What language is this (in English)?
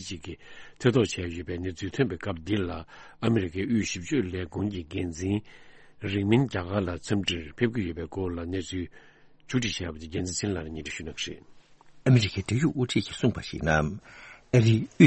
Tibetan